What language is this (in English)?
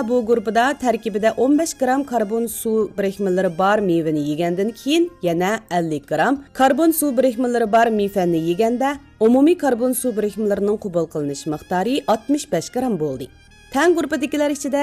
Uyghur